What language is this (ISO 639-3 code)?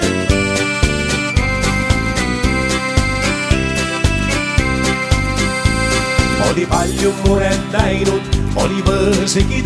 est